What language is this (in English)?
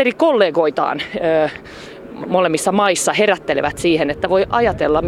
Finnish